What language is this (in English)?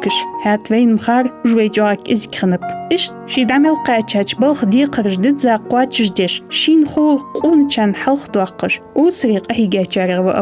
Ingush